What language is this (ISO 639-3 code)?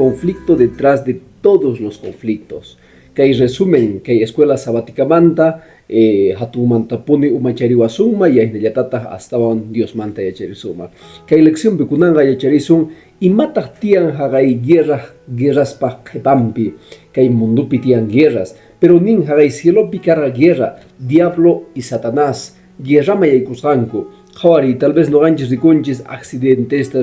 que